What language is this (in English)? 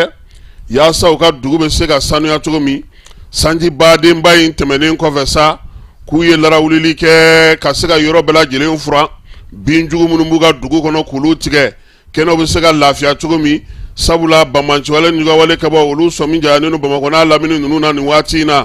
Bambara